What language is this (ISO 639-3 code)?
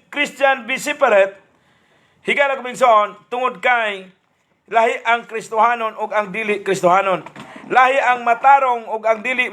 ceb